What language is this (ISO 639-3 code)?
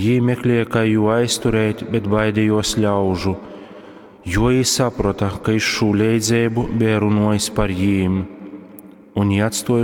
ltg